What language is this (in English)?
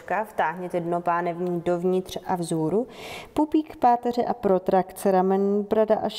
Czech